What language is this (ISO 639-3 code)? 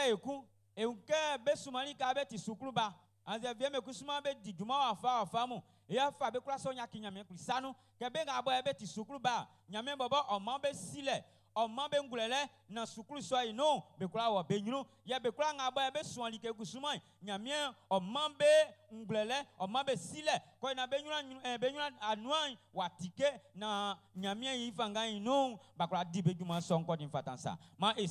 bci